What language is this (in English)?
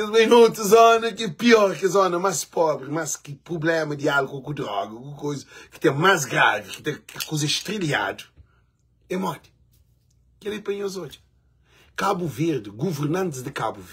Kabuverdianu